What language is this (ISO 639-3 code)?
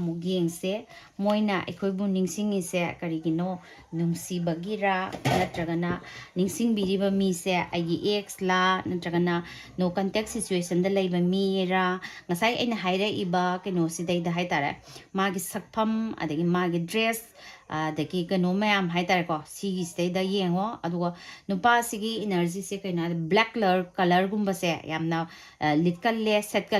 mni